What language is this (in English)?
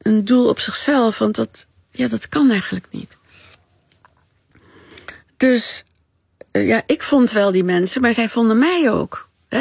Dutch